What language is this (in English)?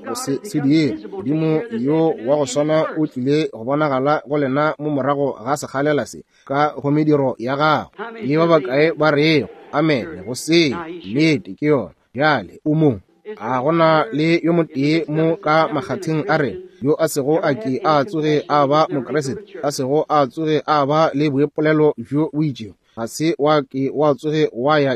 Northern Sotho